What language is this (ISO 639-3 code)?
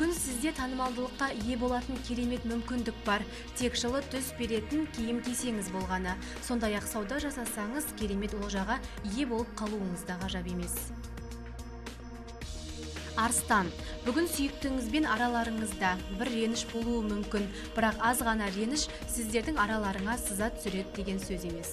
kaz